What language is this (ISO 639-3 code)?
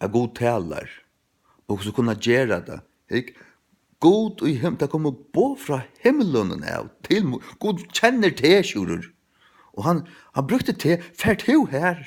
fao